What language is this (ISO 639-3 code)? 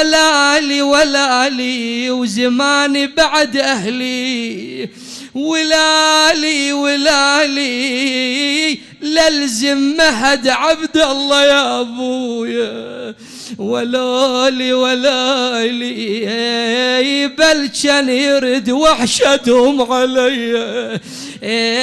acm